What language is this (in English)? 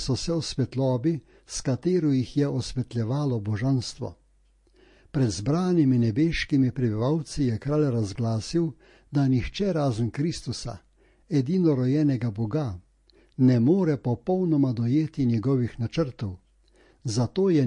Slovenian